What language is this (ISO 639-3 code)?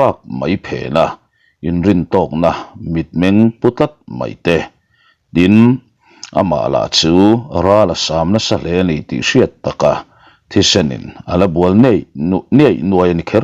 lus